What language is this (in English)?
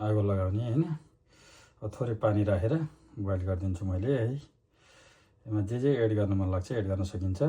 Nepali